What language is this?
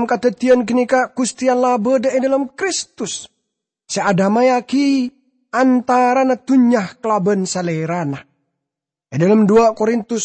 Madurese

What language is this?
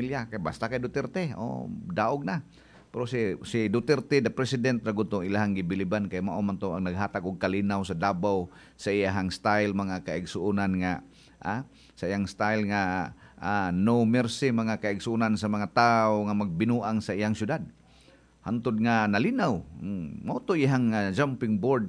Cebuano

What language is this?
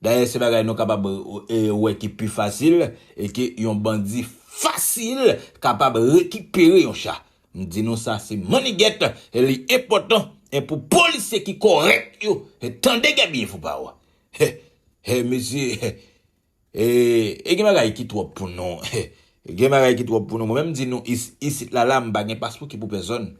Haitian Creole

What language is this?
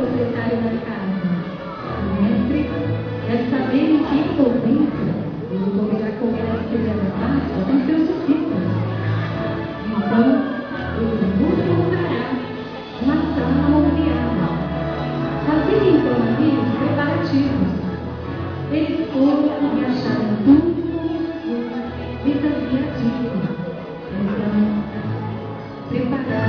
Portuguese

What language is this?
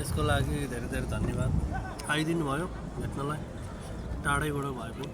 Nepali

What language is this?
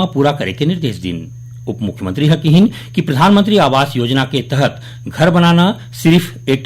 Chhattisgarhi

